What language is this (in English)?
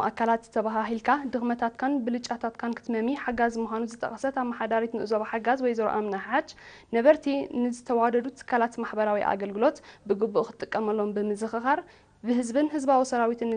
Tigrinya